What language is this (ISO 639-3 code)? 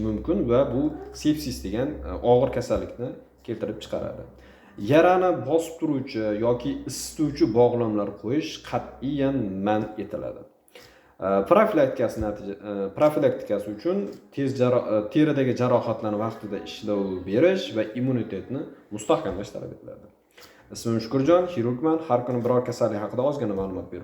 uzb